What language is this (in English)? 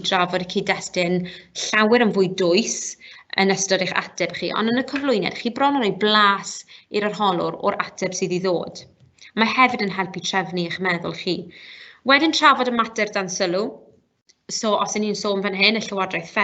Welsh